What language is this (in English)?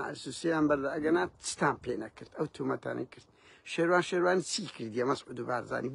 Central Kurdish